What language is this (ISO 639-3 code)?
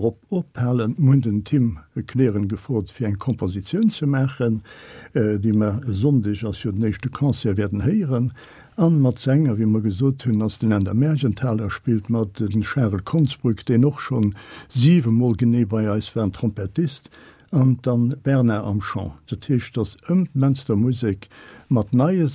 ltz